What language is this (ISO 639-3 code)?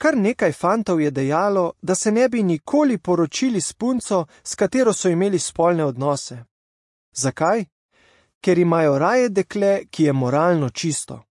slv